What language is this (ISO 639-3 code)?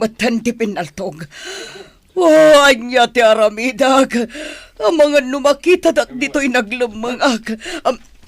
ilo